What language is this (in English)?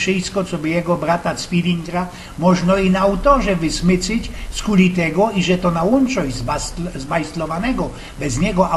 Silesian